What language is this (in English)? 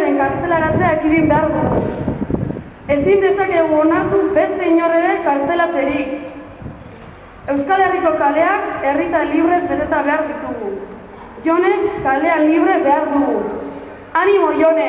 Basque